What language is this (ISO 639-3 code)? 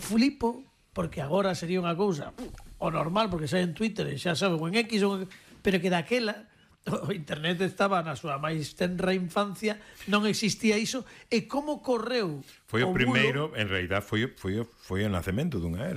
glg